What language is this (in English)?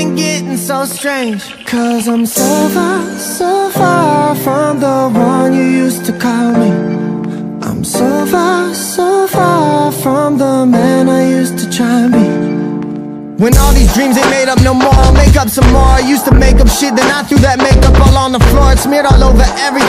English